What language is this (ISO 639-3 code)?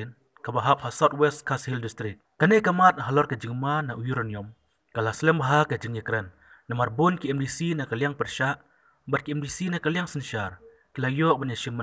kha